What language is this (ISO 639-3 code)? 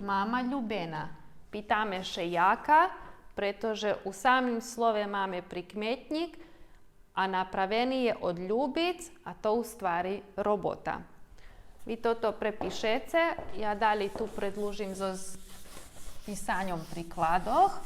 rue